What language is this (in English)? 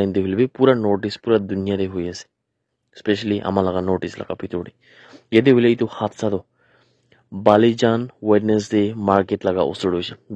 Naga Pidgin